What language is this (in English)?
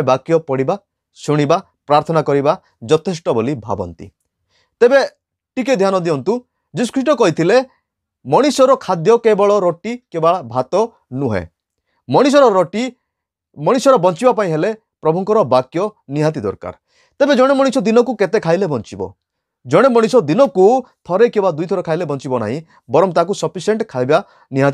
Odia